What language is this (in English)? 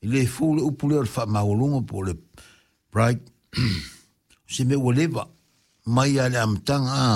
Samoan